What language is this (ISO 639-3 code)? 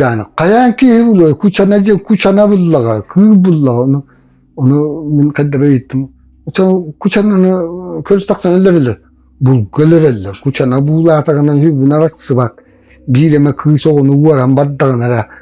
sah